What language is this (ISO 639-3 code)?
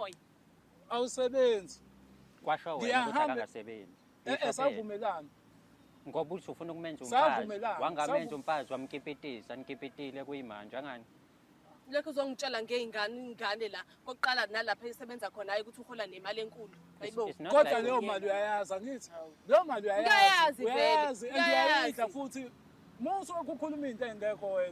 zul